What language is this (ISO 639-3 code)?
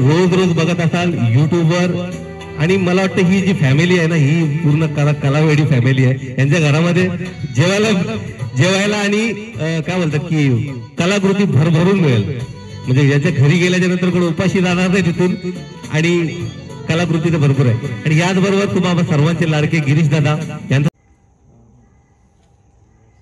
mar